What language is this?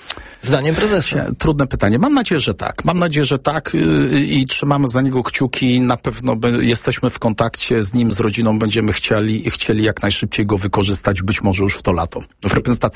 Polish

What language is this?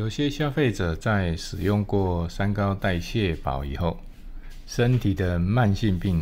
Cantonese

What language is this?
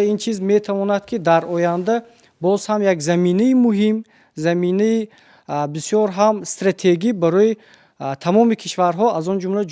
Tajik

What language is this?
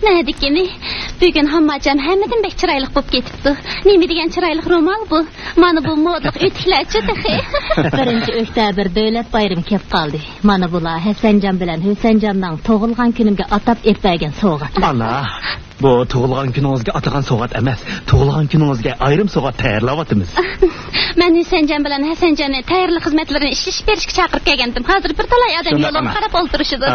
Uyghur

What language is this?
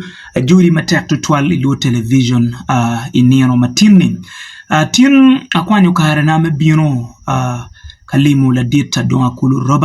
Acoli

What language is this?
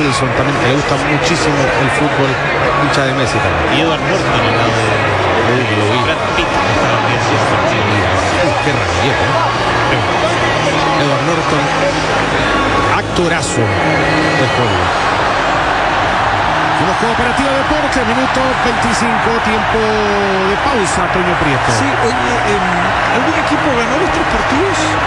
Spanish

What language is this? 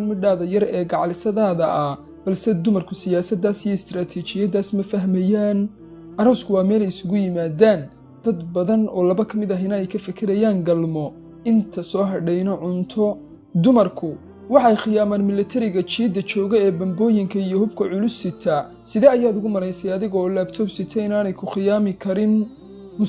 Somali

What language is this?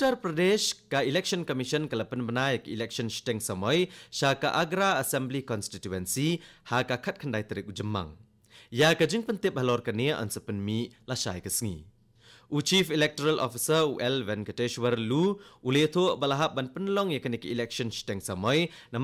Khasi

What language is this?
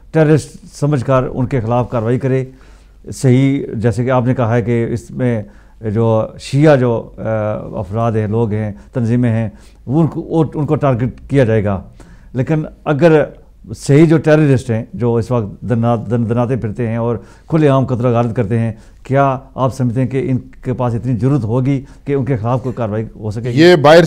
Urdu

